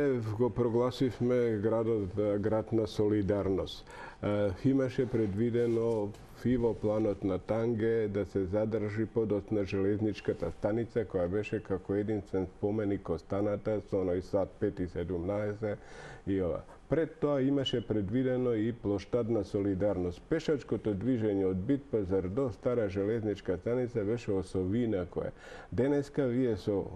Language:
Macedonian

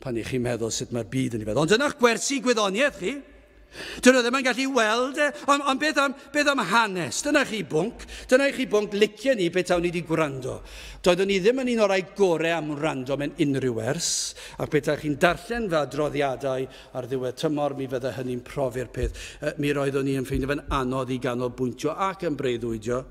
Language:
Welsh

